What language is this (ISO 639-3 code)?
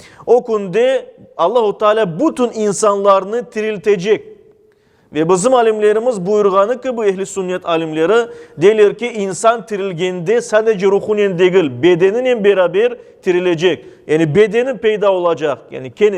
crh